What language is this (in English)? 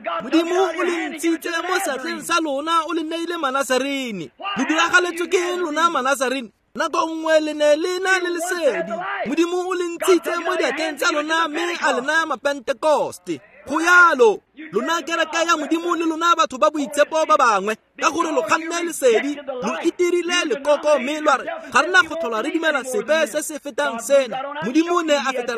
Tswana